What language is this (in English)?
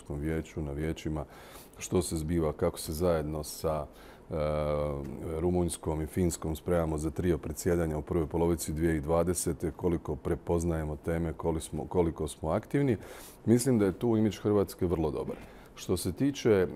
Croatian